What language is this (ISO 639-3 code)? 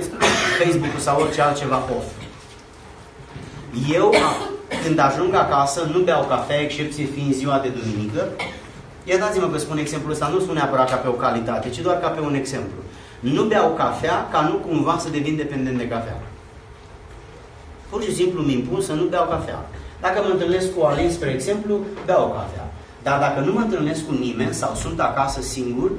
ron